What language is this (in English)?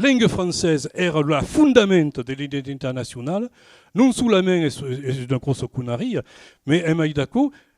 Occitan